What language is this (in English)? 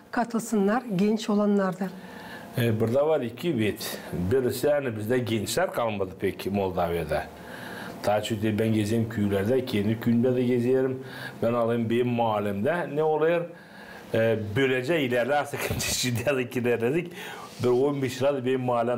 Gagauz